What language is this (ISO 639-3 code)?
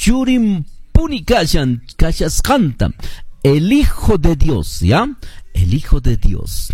que